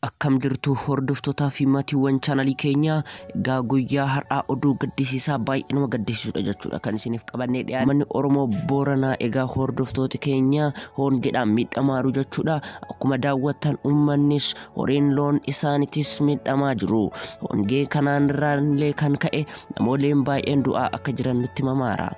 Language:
Oromo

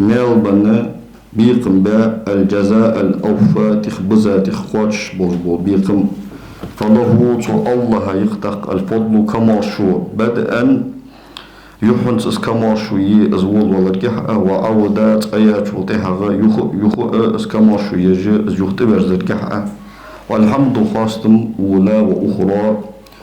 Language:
Ingush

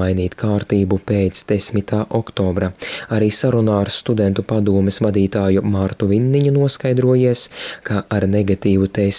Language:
Latvian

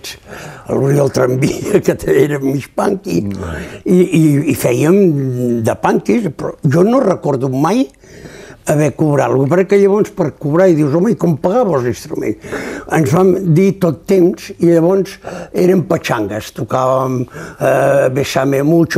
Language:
Catalan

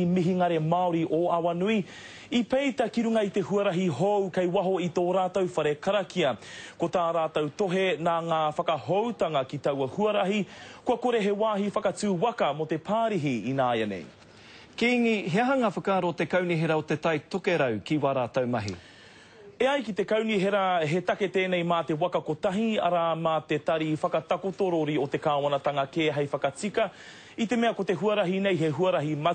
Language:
Māori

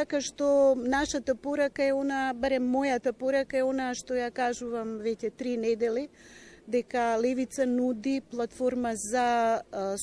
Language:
Macedonian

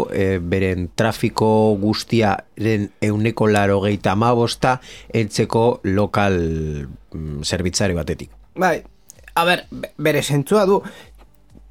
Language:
Basque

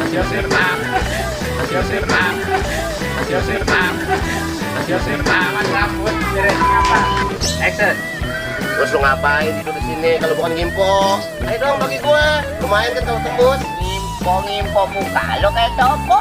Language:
Betawi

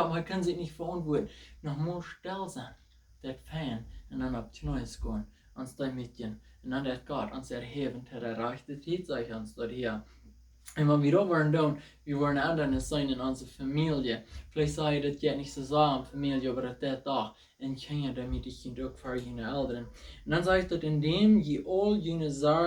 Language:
Plautdietsch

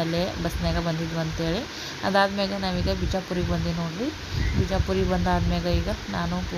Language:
Kannada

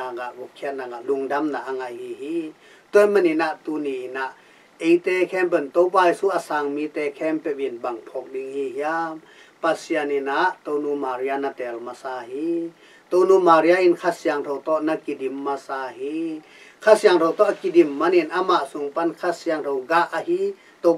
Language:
Tedim Chin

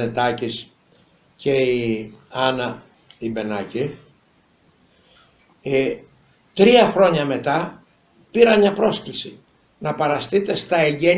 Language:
Greek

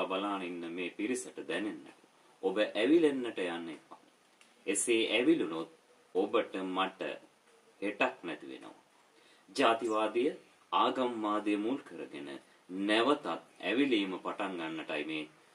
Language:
Sinhala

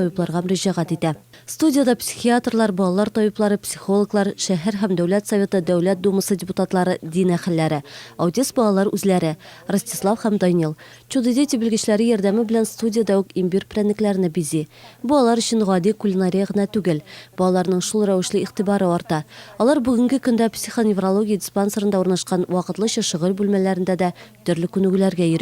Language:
Tatar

